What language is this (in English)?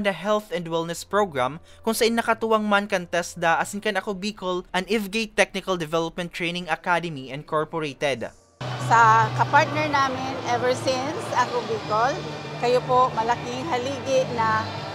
Bikol